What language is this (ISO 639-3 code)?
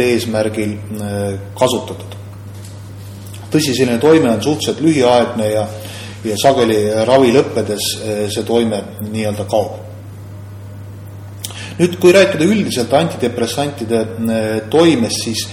est